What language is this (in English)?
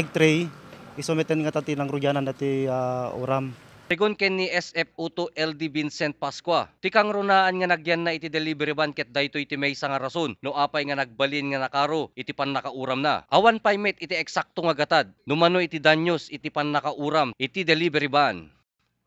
Iloko